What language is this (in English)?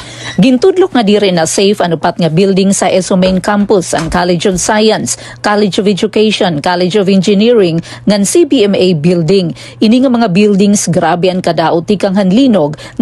Waray